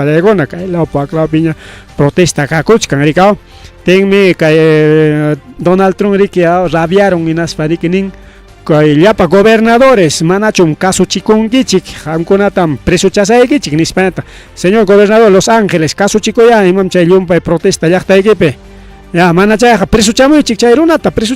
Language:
Ayacucho Quechua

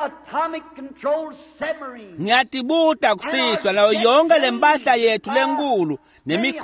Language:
Swati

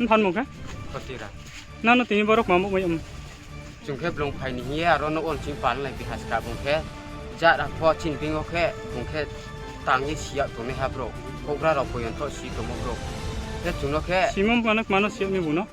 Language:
Riang (India)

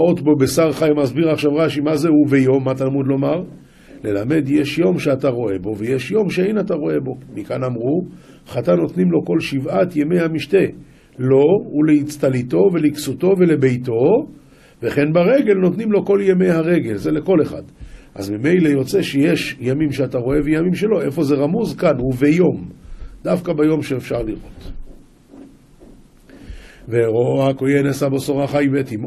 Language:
Hebrew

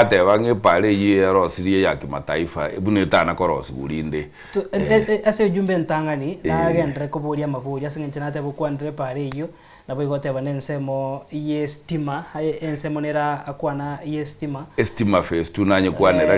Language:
Gusii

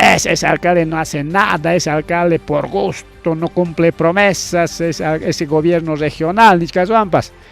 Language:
Ayacucho Quechua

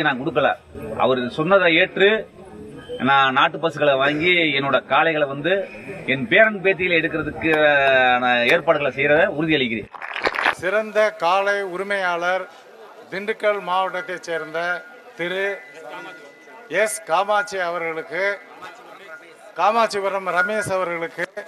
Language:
Tamil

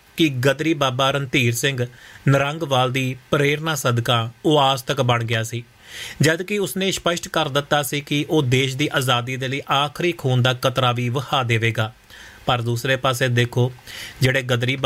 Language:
Punjabi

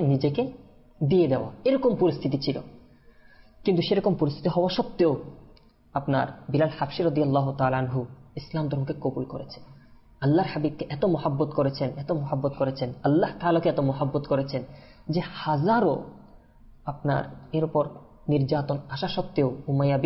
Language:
Bangla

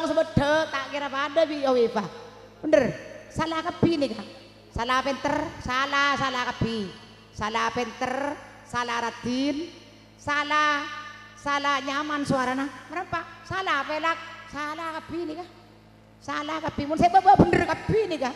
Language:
Madurese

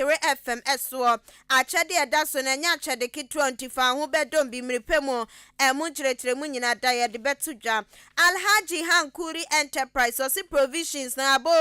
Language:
Akan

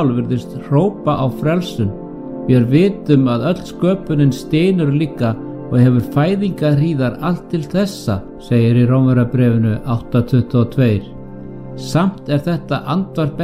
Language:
Icelandic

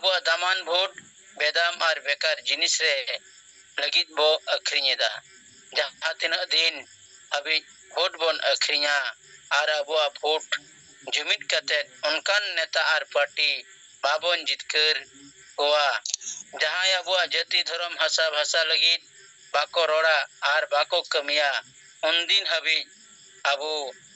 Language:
Santali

